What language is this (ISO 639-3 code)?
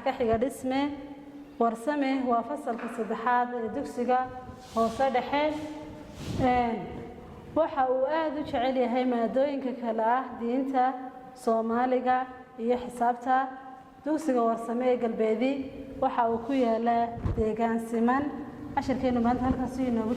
som